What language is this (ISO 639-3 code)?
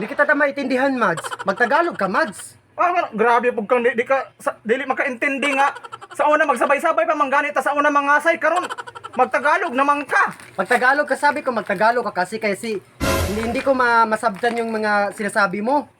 ceb